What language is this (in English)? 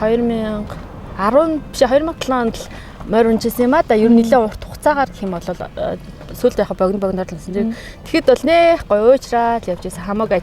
Mongolian